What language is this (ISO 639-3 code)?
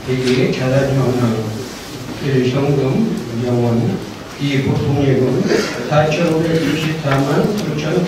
kor